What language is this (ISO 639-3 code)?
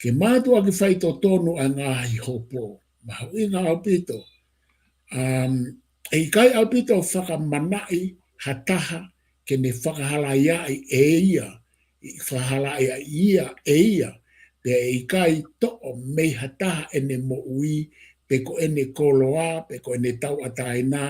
ton